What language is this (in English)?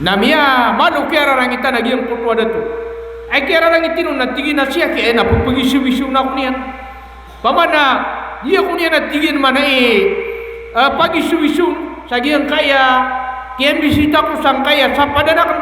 Maranao